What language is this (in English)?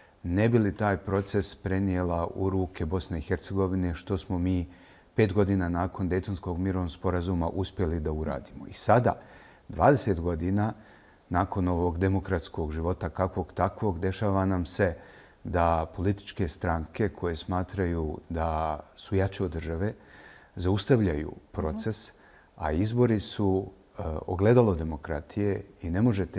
Bosnian